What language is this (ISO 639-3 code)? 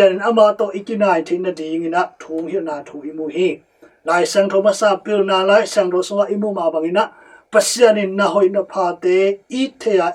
ctd